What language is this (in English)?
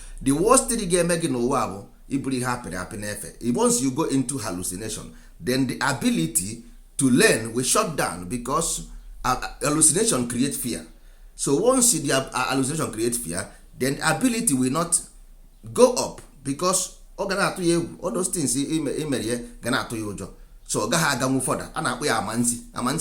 Igbo